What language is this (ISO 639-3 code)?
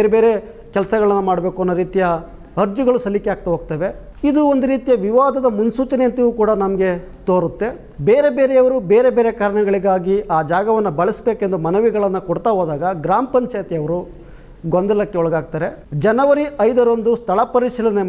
kan